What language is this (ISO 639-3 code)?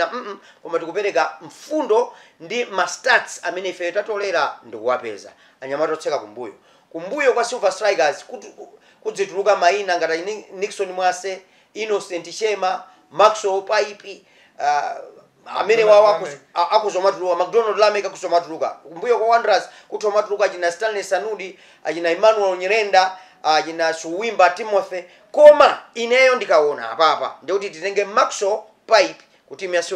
nya